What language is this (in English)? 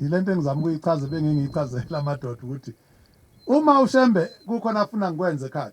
Zulu